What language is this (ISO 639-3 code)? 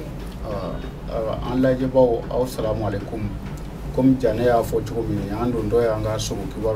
bam